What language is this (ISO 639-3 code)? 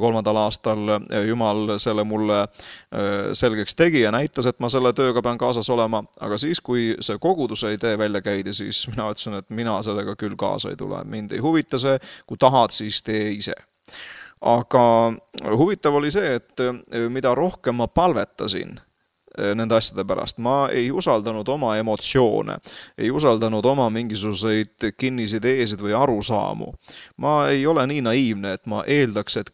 est